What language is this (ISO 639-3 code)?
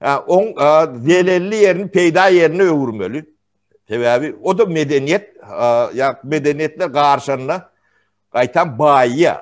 tuk